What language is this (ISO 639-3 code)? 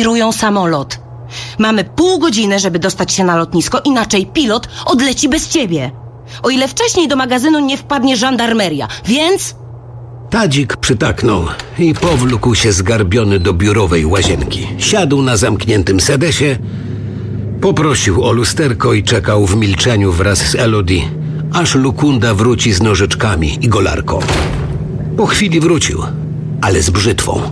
pol